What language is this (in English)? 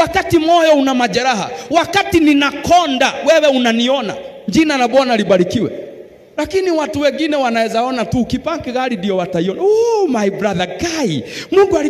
Swahili